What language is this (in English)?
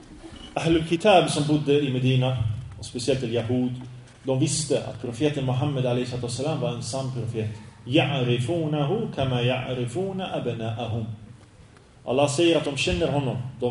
Swedish